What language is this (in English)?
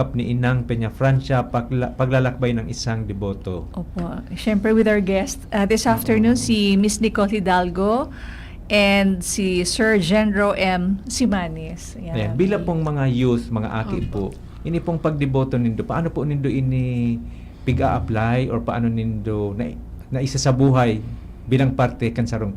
Bikol